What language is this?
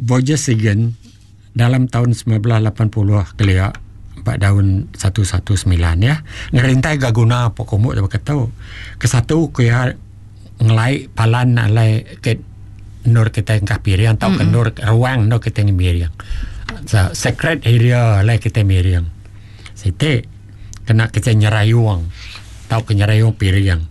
Iban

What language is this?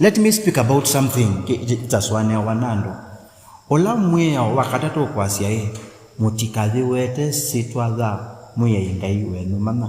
Kamba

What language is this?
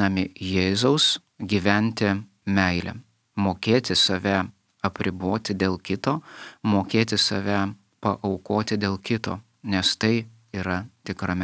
Lithuanian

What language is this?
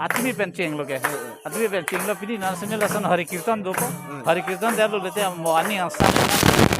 Karbi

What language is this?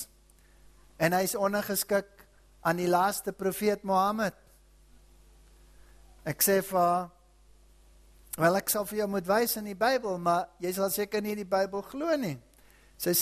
Afrikaans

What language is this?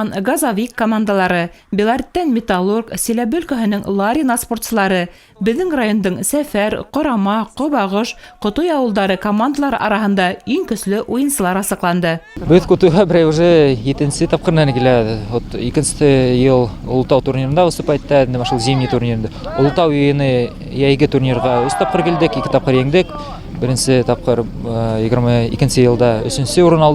Bashkir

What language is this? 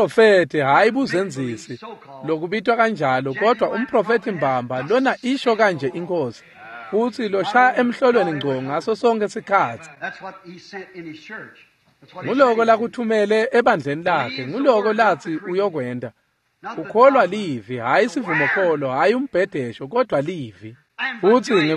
Swati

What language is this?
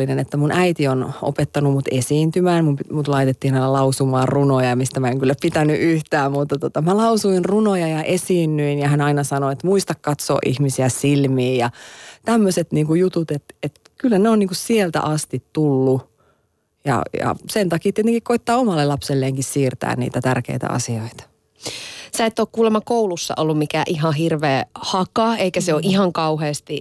Finnish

